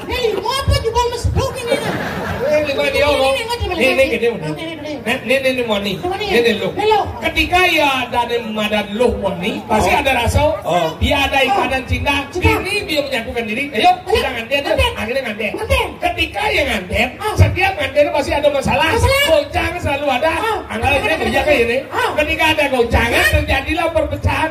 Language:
Balinese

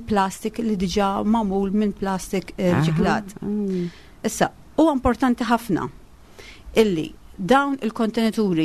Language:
Maltese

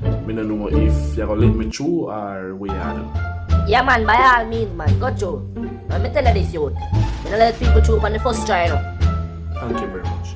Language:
Jamaican Creole English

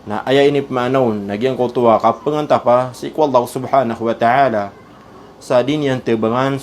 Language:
Maranao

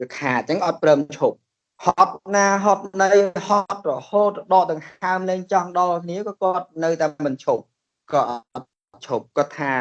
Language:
Khmer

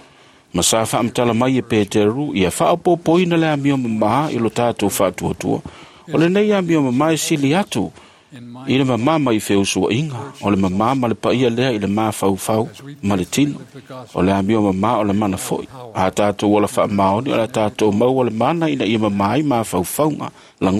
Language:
Samoan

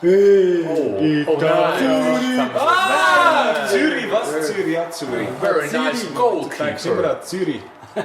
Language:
Swiss German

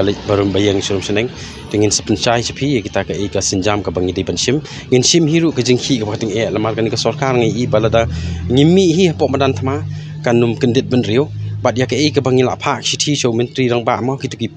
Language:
Khasi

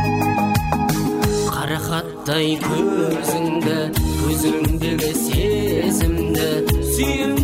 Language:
Kazakh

